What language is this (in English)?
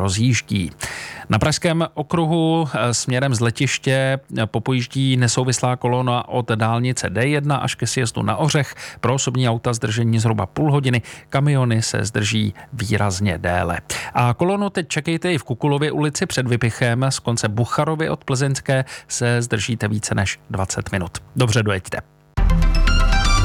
Czech